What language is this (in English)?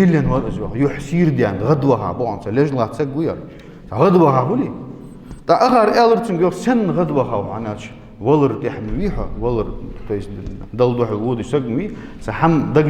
Ingush